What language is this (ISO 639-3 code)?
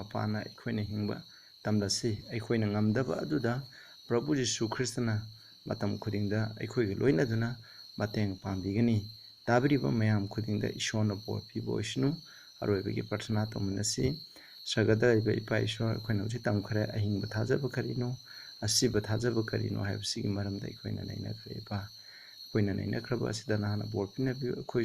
mni